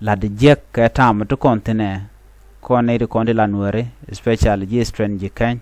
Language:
Nuer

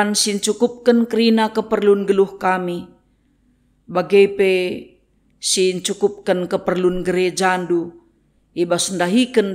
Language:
Batak Karo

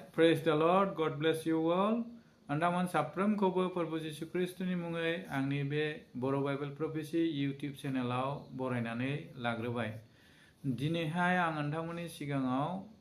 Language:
Bodo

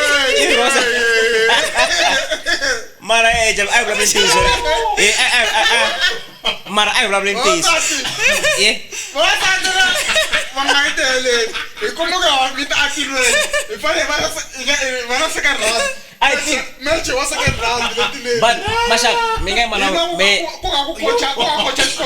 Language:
Tsonga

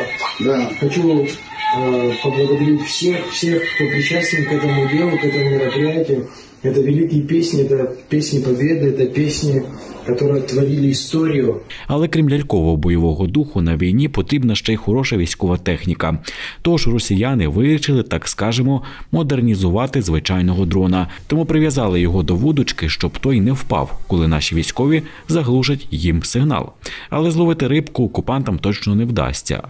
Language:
Ukrainian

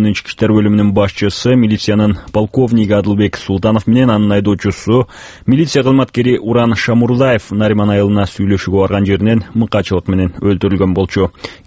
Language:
Kyrgyz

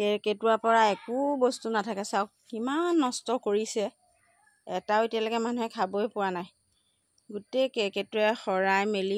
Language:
Assamese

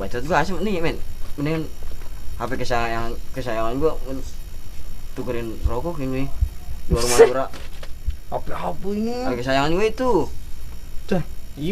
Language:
Betawi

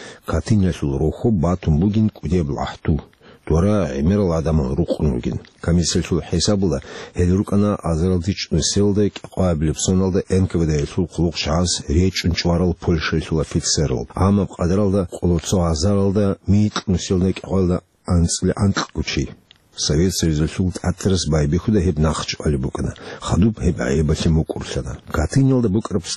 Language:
Avaric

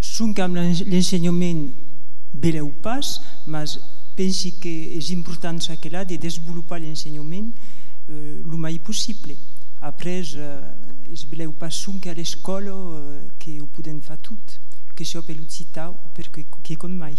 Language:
Occitan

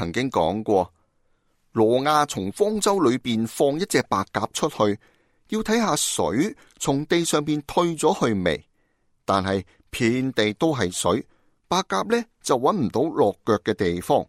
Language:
Cantonese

